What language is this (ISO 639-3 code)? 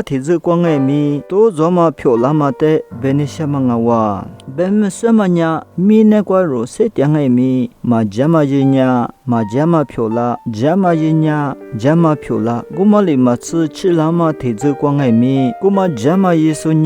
lis